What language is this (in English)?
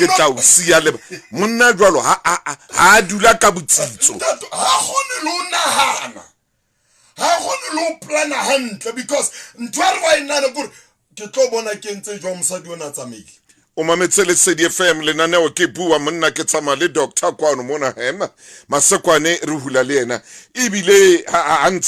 Southern Sotho